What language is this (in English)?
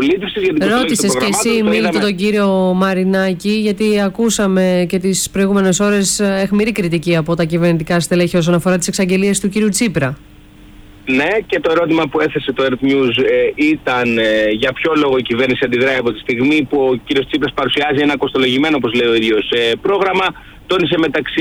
Greek